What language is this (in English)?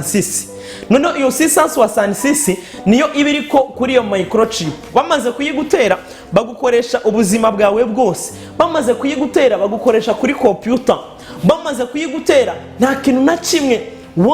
Kinyarwanda